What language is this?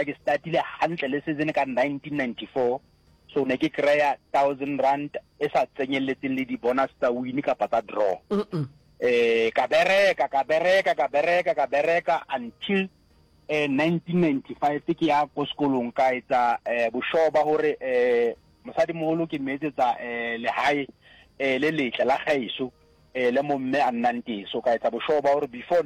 Northern Sotho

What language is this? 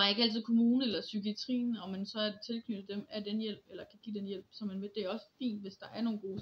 Danish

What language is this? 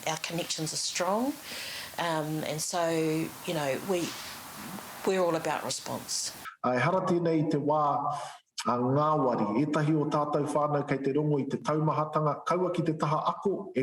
Māori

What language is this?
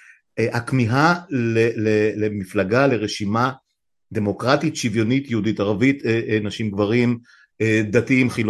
Hebrew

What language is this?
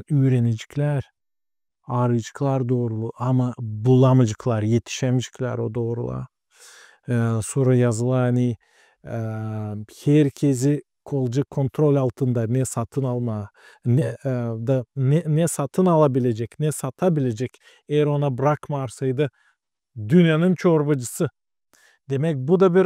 Gagauz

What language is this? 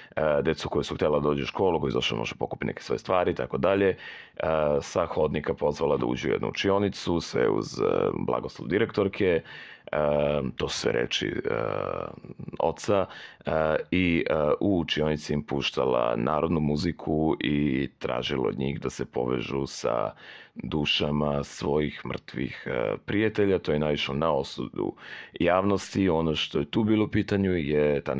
Serbian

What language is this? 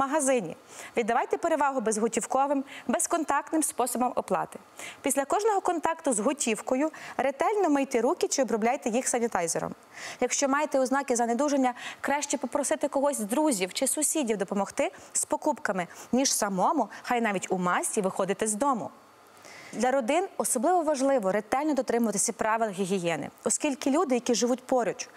Ukrainian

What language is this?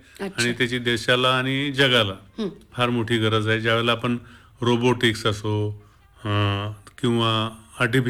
Marathi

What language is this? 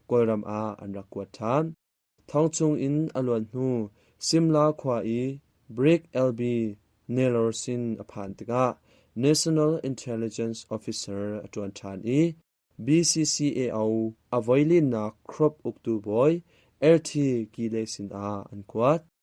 Hakha Chin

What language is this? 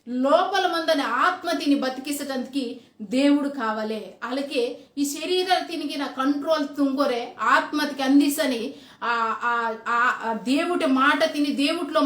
Koya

